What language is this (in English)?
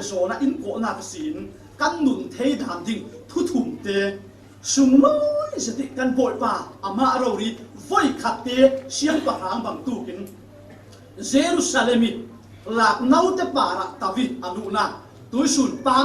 Falam Chin